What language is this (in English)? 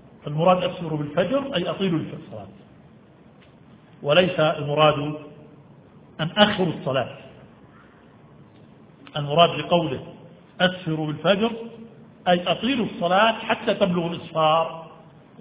Arabic